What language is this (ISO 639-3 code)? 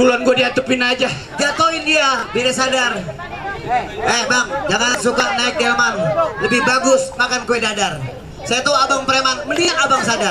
bew